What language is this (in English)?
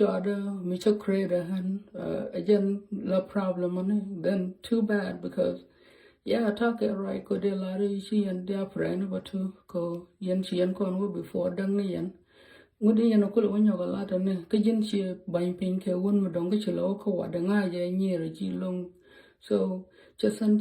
Nuer